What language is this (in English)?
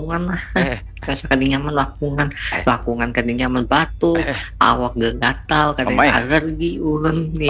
Banjar